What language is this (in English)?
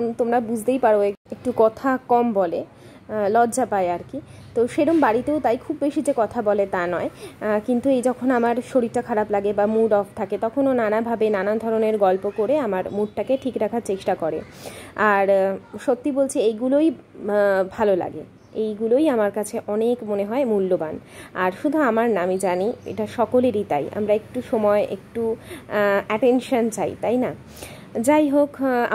Bangla